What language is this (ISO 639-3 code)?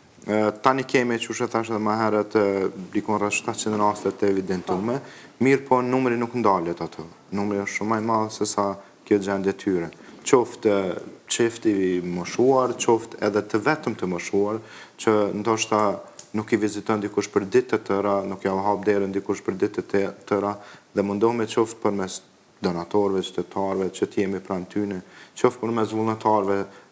sqi